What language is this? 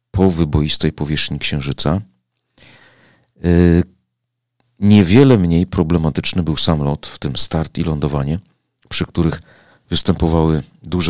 Polish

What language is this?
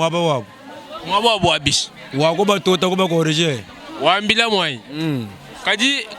Luba-Lulua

